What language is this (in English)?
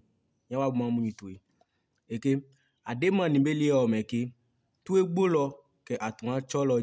Adangme